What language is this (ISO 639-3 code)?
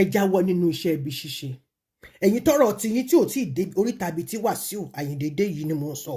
yor